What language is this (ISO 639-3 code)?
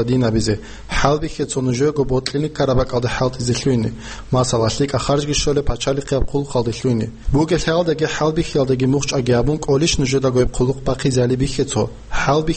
ava